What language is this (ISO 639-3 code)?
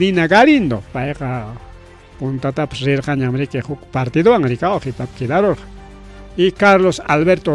quy